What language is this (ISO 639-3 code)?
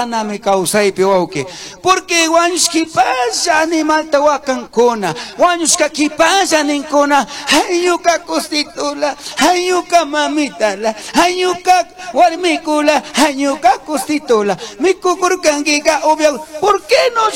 qug